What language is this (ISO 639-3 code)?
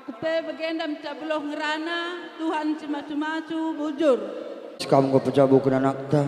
btx